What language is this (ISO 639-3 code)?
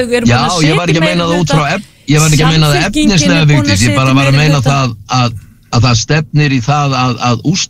isl